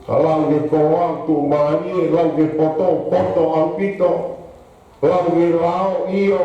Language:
Tongan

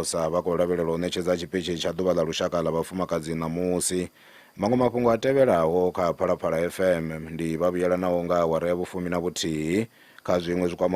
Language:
Venda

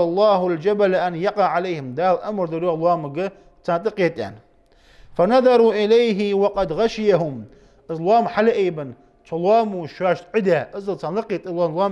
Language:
Ingush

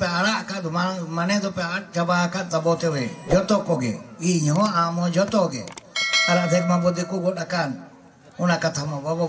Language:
Santali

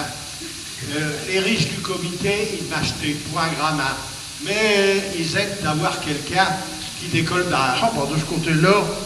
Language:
Picard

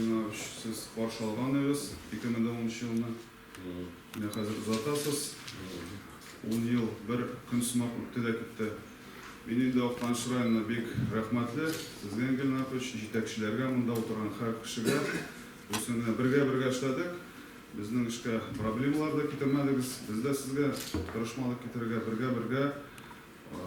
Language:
Tatar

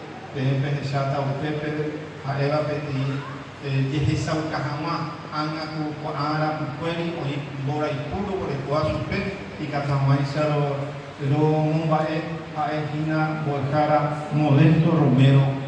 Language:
Guarani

